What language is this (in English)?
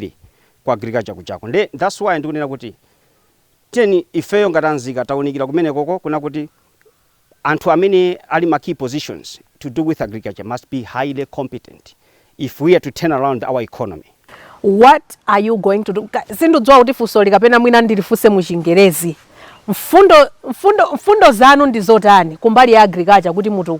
Nyanja